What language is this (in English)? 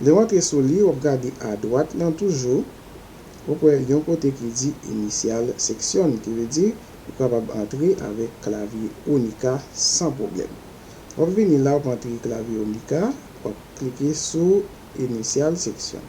Haitian Creole